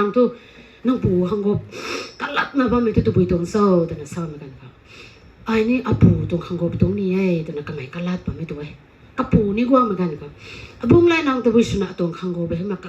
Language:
Rongmei Naga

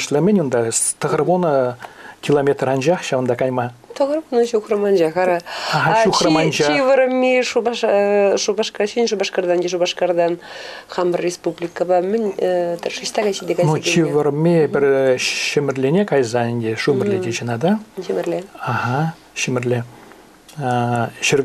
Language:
Chuvash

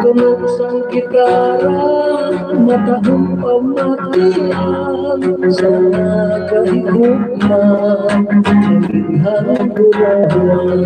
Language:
Hiligaynon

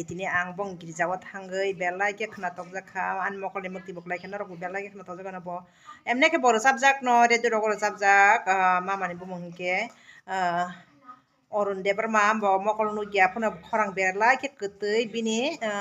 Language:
Kok Borok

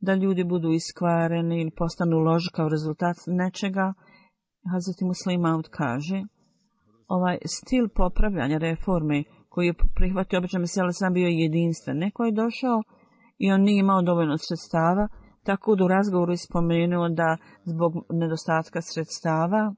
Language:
Bosnian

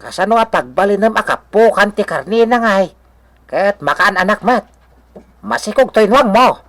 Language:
Iloko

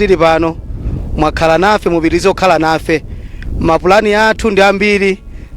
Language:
Nyanja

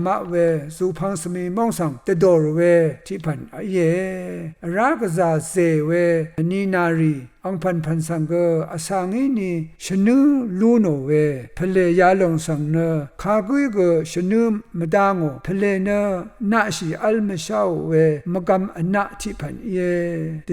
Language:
Rawang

